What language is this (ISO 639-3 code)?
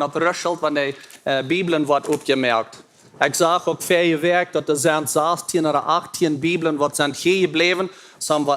pdt